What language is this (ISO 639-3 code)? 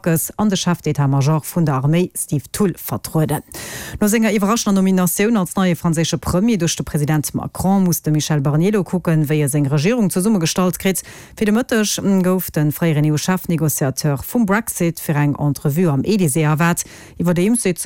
ltz